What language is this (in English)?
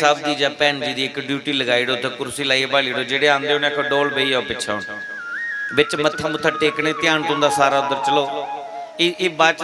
Dogri